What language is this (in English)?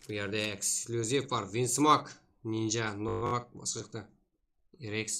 Kara-Kalpak